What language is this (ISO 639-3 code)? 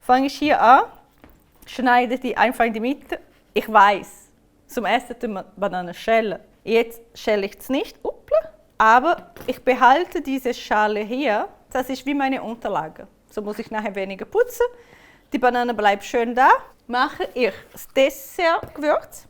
gsw